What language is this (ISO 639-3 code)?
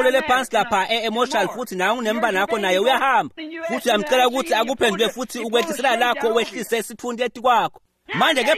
ssw